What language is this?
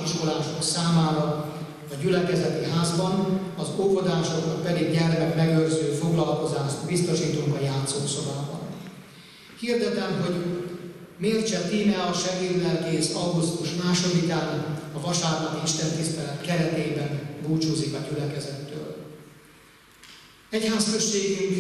Hungarian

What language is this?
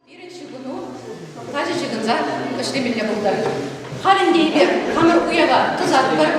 Chuvash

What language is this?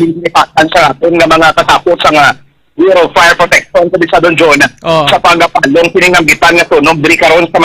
Hiligaynon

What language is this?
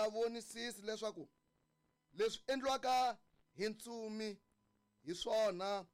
Tsonga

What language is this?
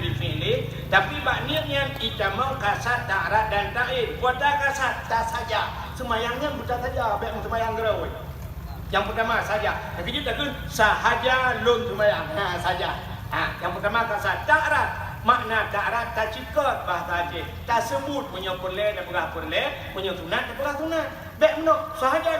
Achinese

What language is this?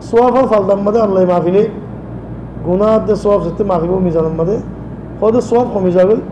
Rohingya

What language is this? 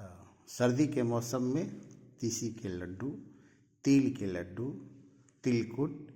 Bhojpuri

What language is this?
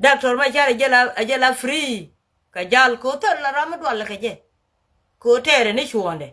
Nuer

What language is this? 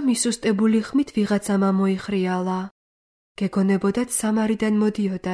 Georgian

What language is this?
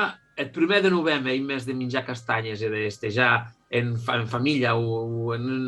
Occitan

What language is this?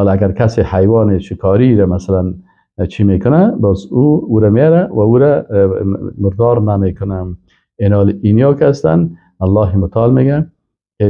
Persian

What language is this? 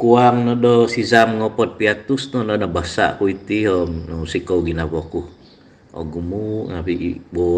Central Dusun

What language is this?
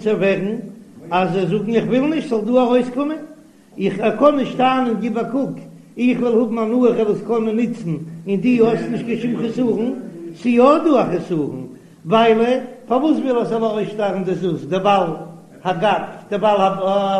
Yiddish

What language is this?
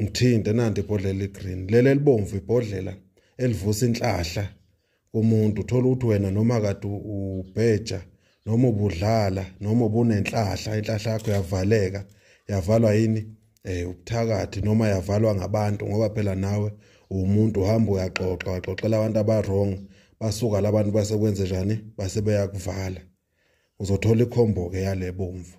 Zulu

